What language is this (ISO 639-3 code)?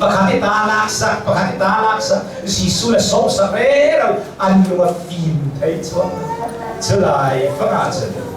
cnh